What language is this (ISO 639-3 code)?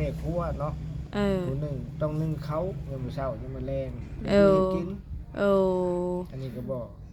lao